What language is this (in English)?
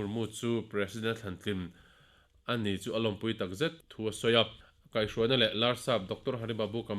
Mizo